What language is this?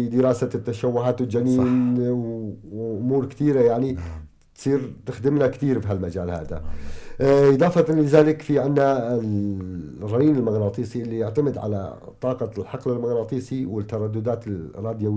North Levantine Arabic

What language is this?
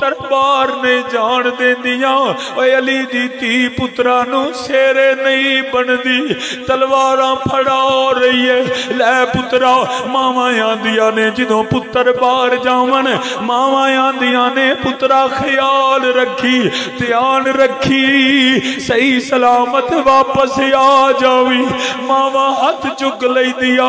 Western Panjabi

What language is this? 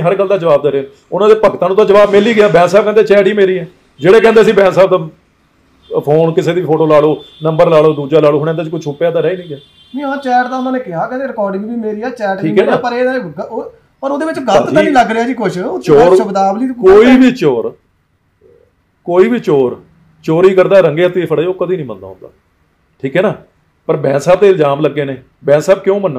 Punjabi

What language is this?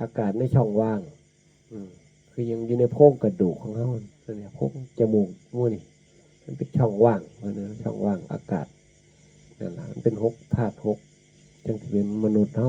Northeastern Thai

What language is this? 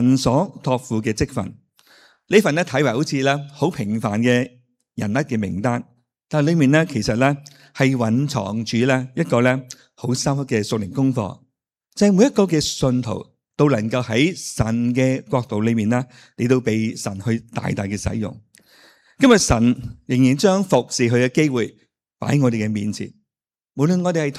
Cantonese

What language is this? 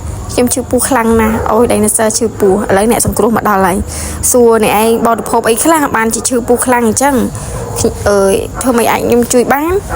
Khmer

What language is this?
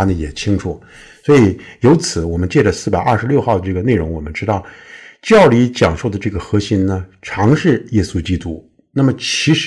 Chinese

